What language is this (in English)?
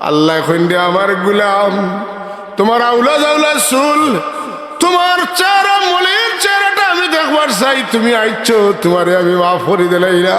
Sylheti